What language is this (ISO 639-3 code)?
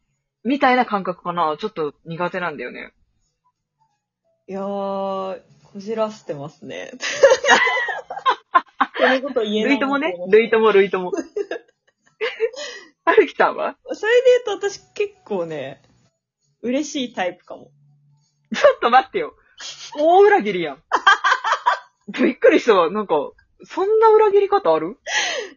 jpn